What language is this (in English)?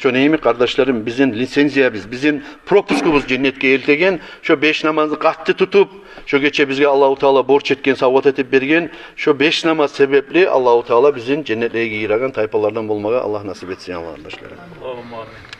Kumyk